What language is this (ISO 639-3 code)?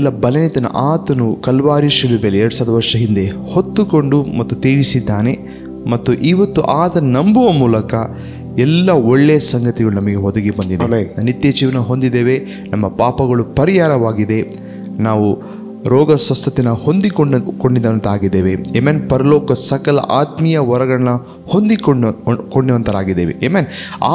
kan